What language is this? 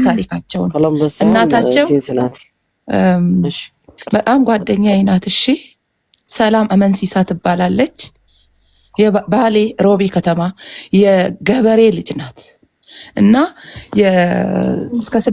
Amharic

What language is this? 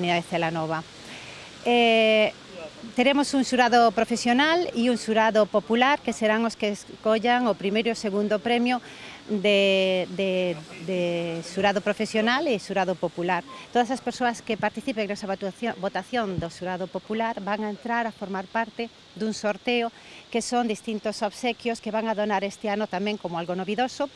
Galician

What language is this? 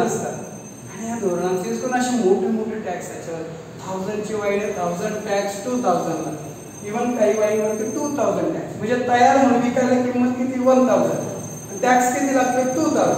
Marathi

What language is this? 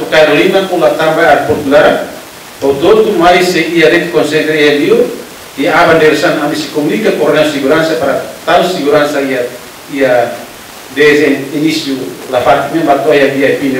Tetum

